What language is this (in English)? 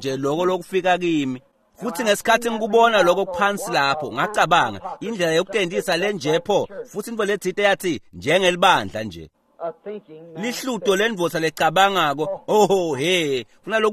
Swati